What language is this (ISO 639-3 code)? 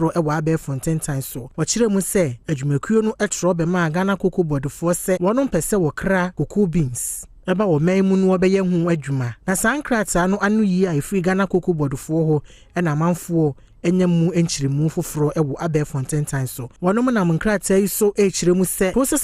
aka